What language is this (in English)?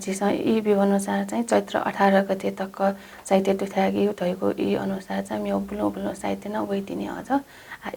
Newari